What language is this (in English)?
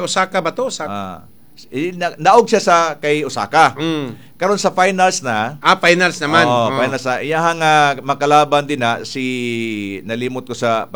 Cebuano